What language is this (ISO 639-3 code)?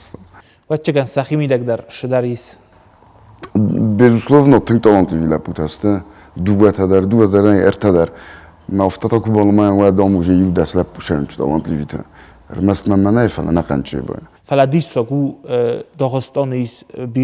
oss